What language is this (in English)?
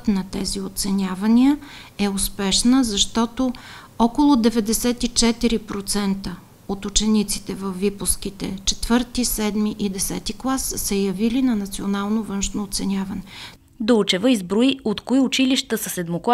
Bulgarian